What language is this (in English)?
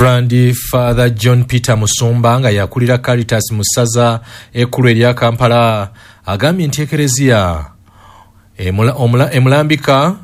Ganda